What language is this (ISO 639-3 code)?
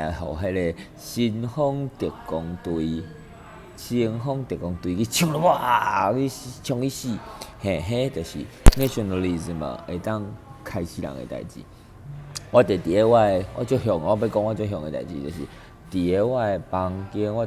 nan